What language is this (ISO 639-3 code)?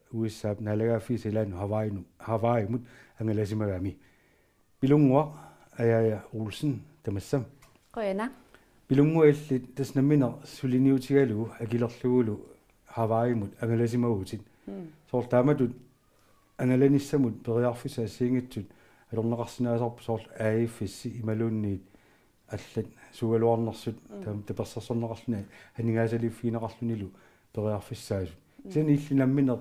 kal